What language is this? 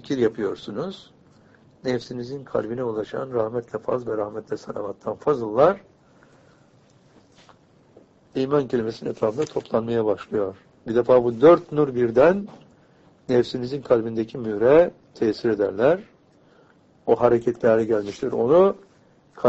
Turkish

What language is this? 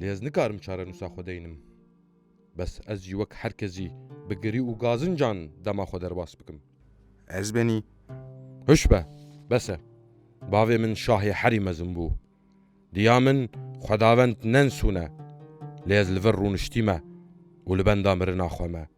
Kurdish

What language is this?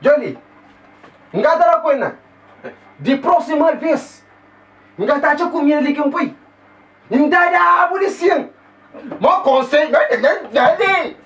Kabuverdianu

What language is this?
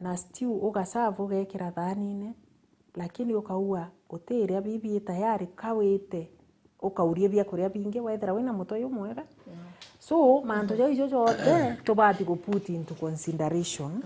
Meru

